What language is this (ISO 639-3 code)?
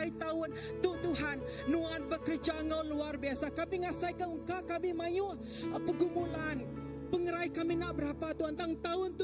iba